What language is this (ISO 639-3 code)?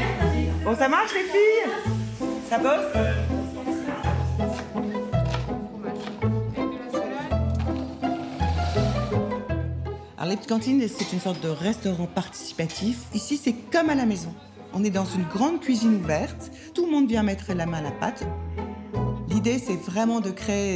fra